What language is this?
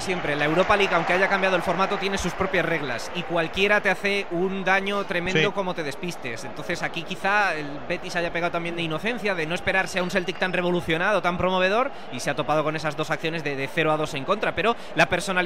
Spanish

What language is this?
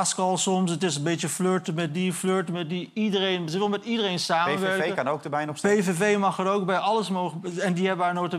Dutch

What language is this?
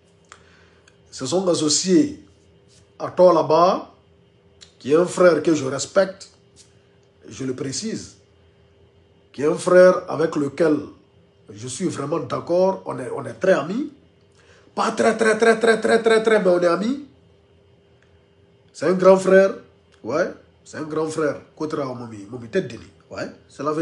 French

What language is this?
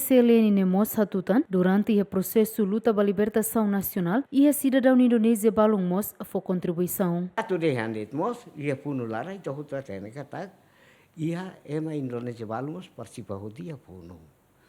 Tetum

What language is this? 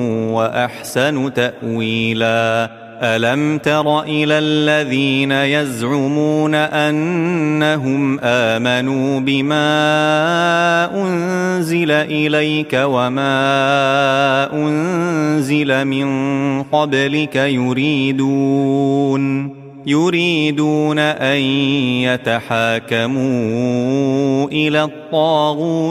Arabic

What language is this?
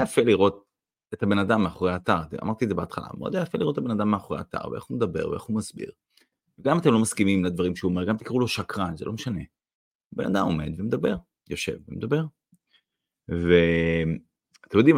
Hebrew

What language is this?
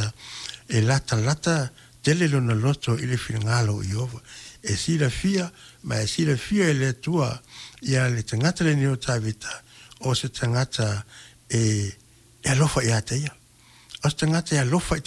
Samoan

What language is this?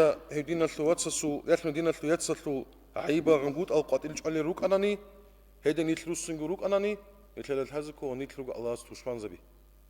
Avaric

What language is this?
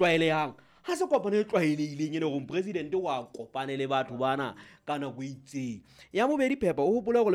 Southern Sotho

